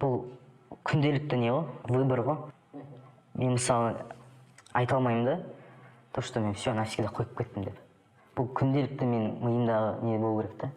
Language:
Kazakh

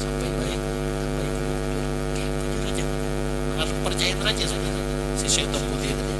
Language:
Banjar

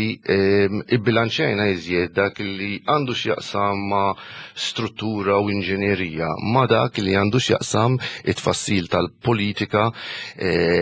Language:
Maltese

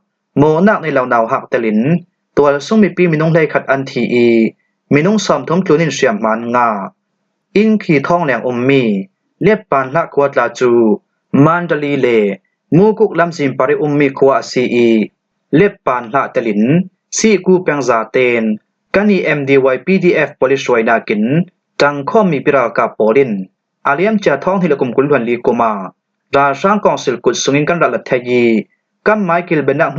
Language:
Falam Chin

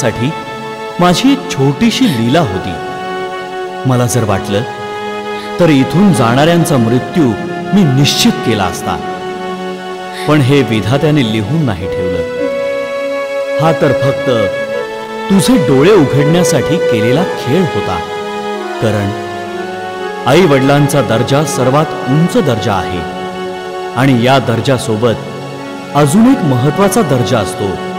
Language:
Marathi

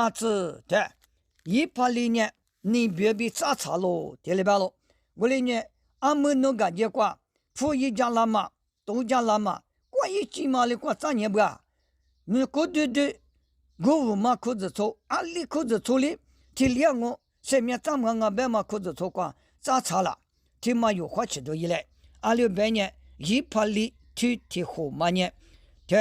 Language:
Lisu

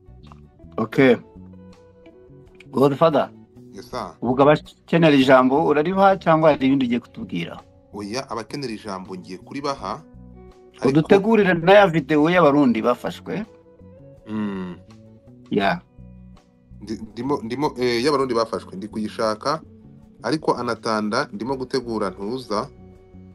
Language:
Kinyarwanda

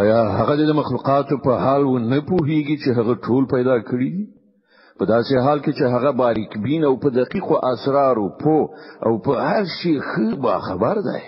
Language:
Pashto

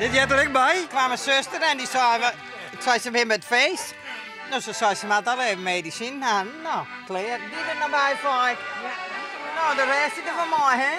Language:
Western Frisian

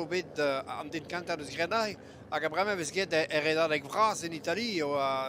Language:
Breton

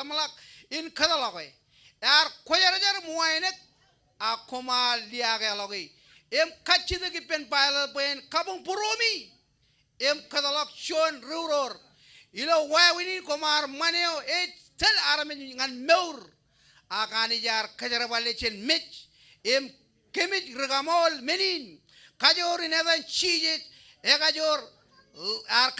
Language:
Marshallese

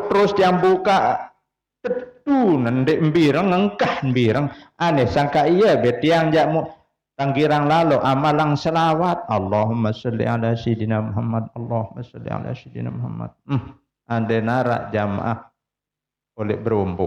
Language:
Sasak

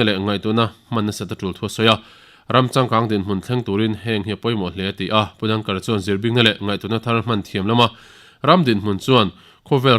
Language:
Mizo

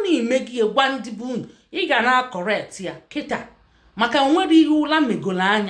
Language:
Igbo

